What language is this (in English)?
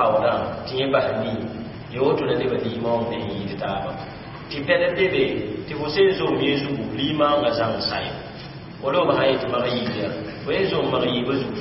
Mossi